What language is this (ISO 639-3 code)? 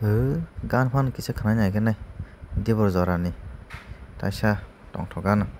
trp